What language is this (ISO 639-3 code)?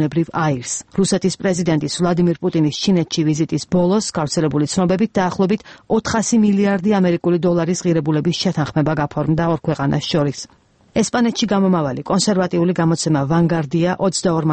kat